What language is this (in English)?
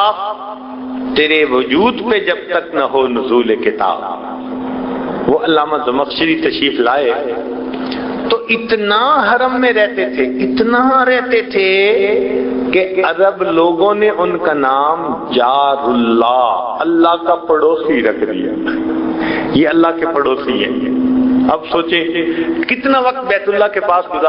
Urdu